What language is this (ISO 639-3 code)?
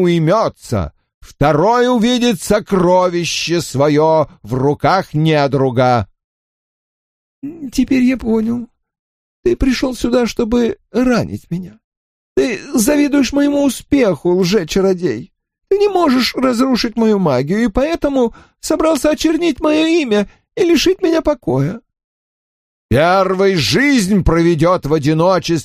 rus